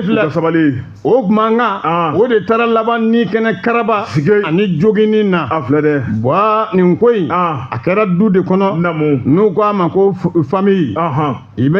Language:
Bambara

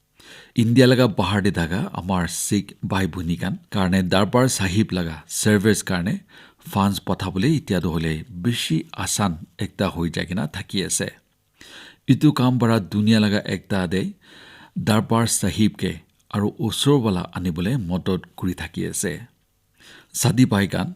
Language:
Naga Pidgin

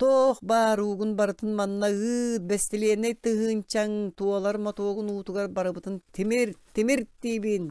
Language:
Yakut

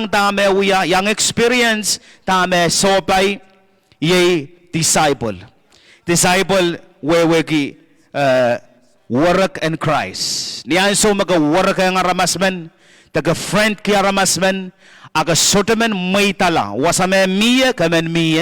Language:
Pohnpeian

